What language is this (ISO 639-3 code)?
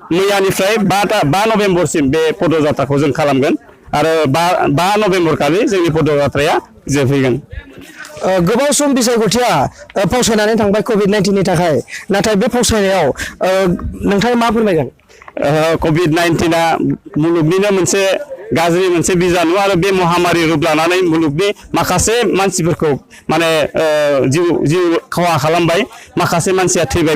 brx